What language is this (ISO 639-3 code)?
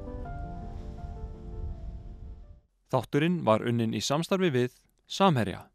isl